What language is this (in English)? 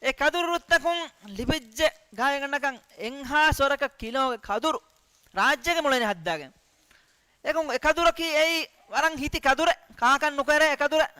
Divehi